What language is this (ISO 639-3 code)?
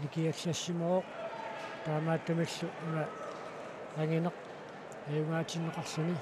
kal